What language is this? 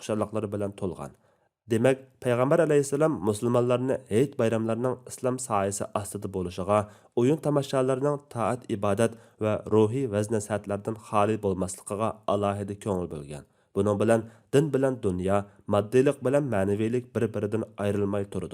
Uyghur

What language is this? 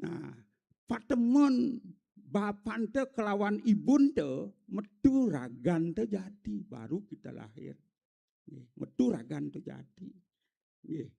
Balinese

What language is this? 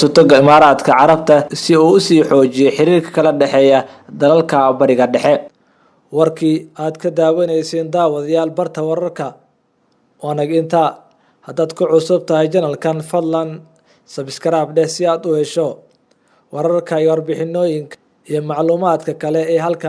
Somali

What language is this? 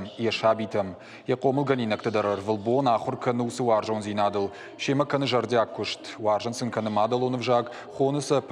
Ossetic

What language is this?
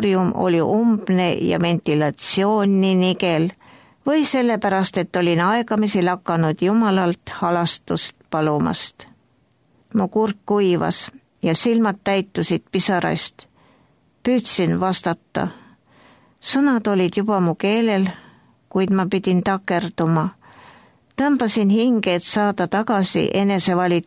Estonian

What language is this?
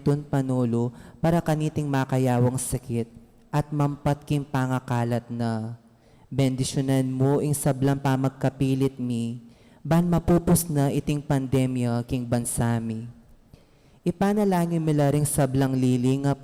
Pampanga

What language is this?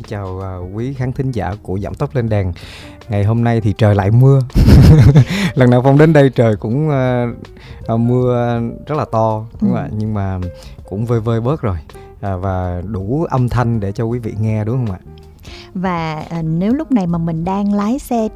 Vietnamese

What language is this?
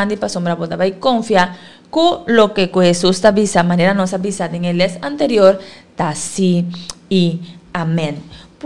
Papiamento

